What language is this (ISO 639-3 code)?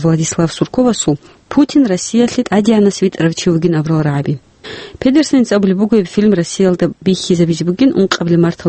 ava